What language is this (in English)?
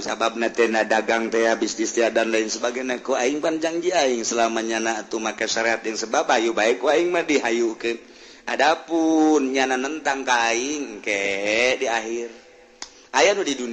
Sundanese